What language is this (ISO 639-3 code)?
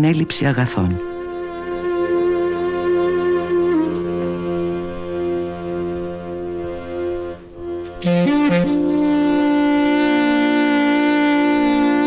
ell